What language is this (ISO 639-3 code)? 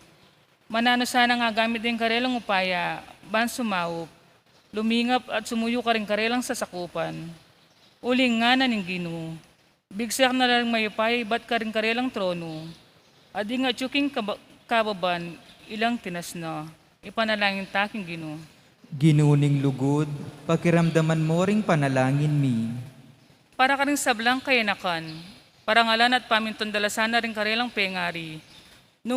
pam